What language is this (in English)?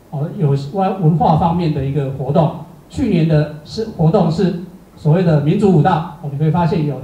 Chinese